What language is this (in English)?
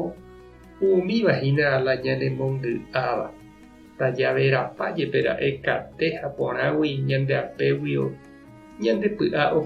Guarani